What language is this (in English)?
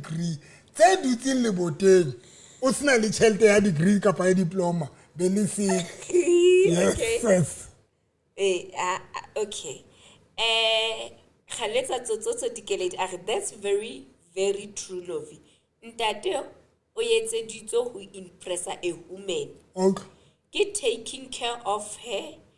Southern Sotho